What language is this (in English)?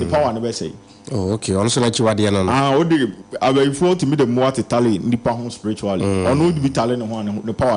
Akan